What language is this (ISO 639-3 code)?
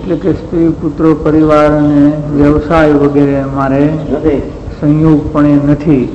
guj